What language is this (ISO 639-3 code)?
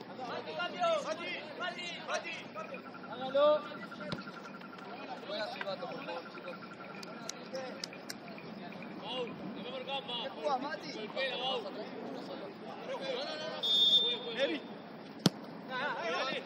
spa